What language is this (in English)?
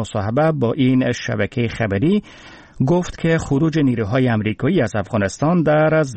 Persian